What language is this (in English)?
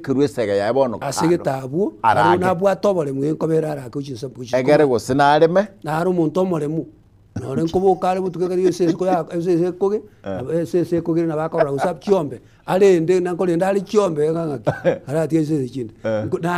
Gusii